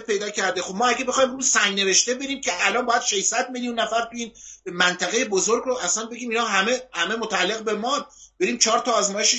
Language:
Persian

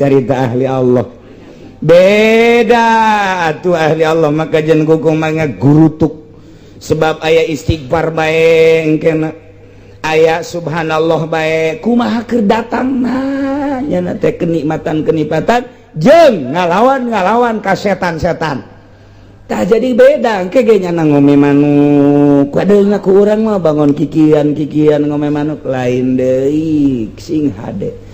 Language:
Sundanese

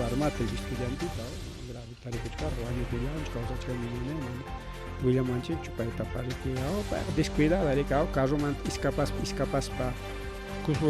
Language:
Ayacucho Quechua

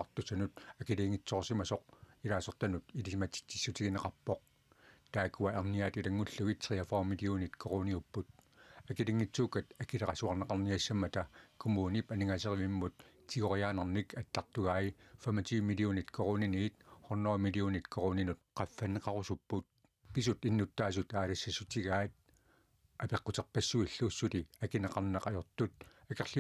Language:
Kalaallisut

